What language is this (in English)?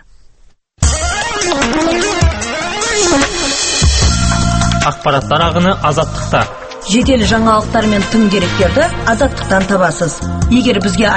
Kazakh